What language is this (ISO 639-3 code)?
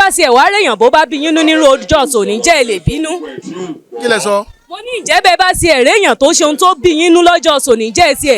yor